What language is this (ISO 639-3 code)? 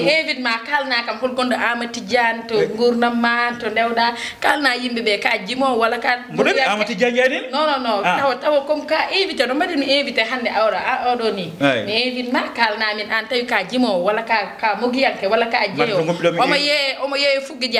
ful